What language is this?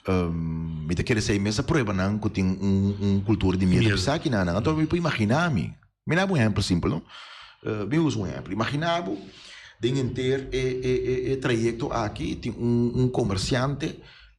Papiamento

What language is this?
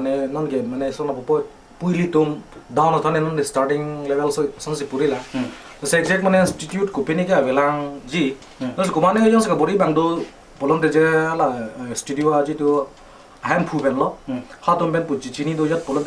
Karbi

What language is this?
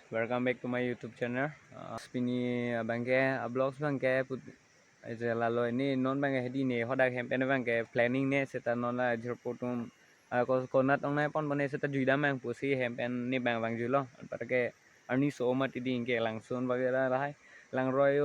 Karbi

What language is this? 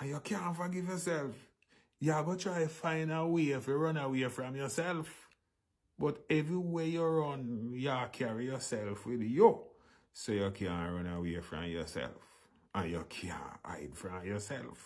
Jamaican Creole English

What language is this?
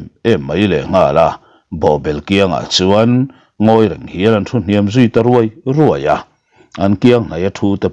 Mizo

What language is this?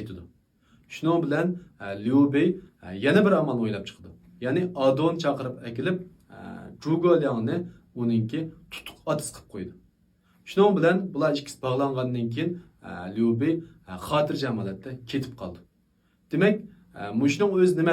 Uyghur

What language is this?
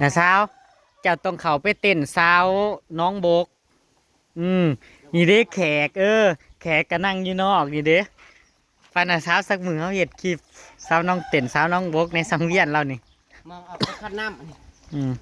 Northeastern Thai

